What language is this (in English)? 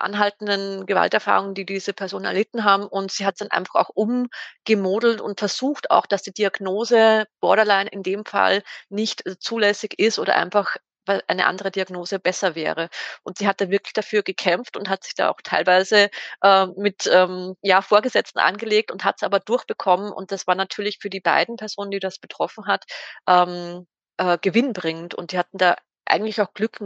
German